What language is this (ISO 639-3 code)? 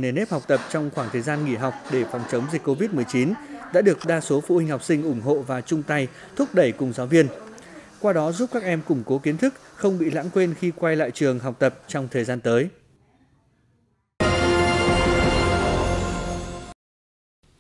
vie